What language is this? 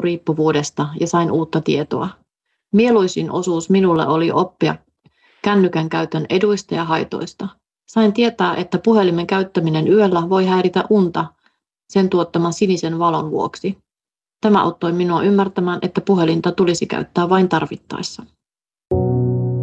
Finnish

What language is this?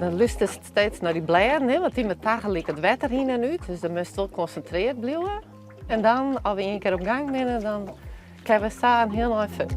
Western Frisian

